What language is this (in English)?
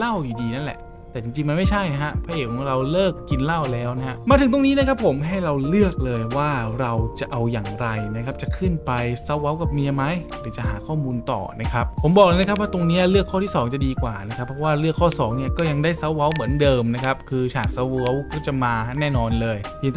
Thai